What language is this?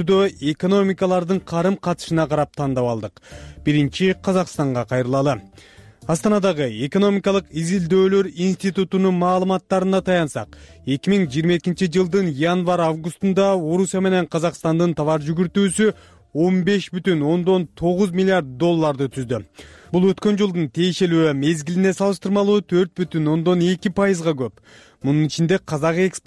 Kyrgyz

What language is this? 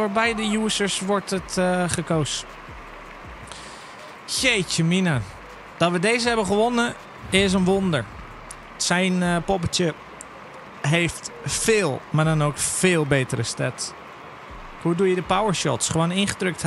Dutch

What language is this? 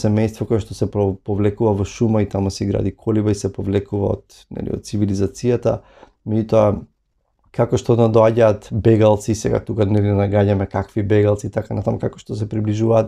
Macedonian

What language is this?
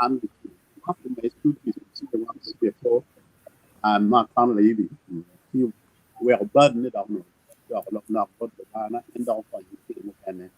Acoli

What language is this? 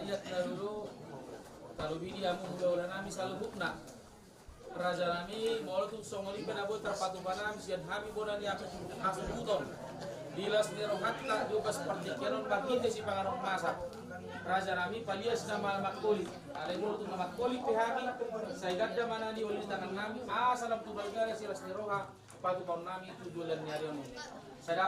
Batak Toba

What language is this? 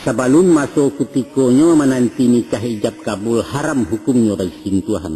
Minangkabau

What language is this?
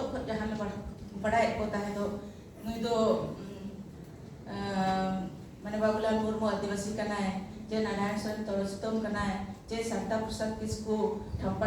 Santali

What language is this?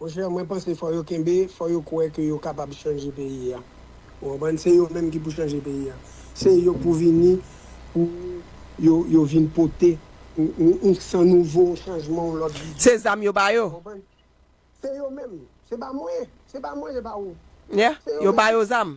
Haitian Creole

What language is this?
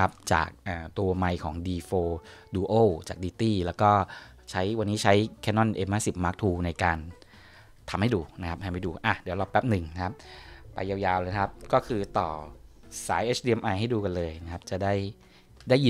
Thai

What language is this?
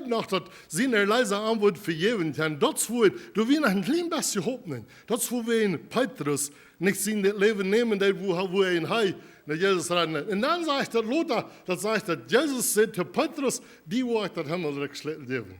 Plautdietsch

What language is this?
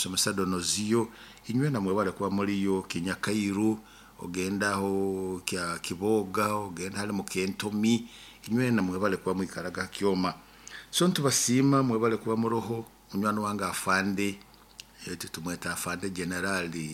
Nyoro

